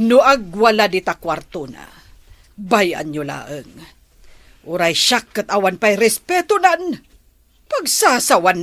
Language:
Iloko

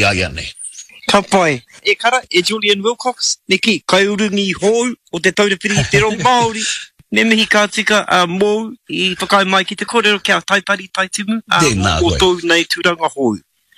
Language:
Māori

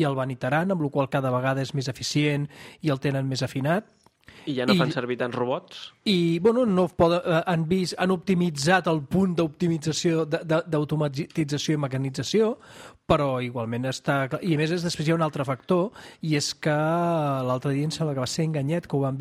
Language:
Catalan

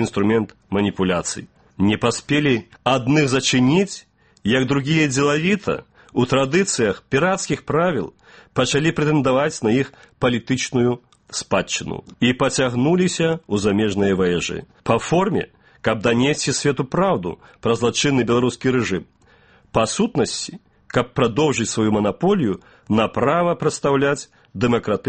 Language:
Belarusian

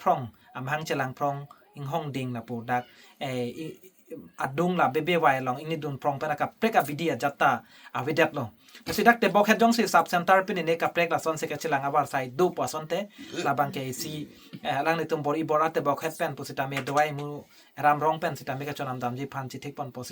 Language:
Karbi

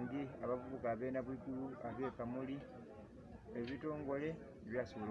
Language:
Soga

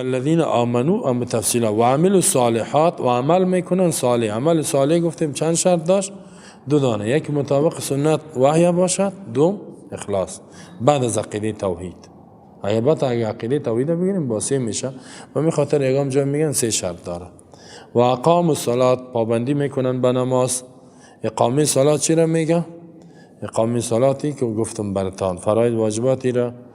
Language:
Persian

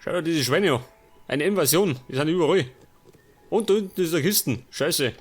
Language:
Bavarian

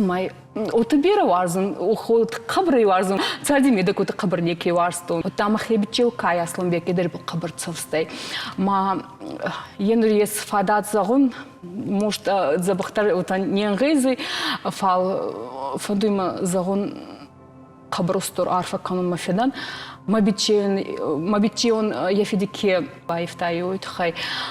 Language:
Ossetic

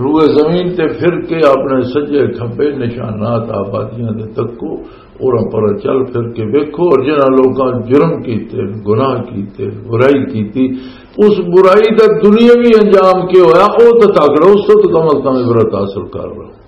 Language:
Western Panjabi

